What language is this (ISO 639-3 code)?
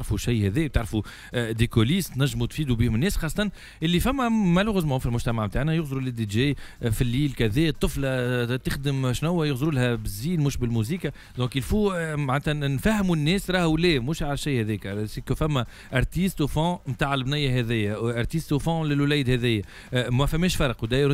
aeb